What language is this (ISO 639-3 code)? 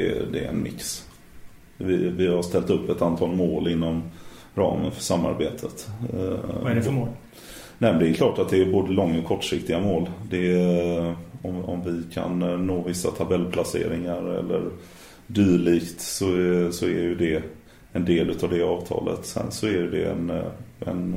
swe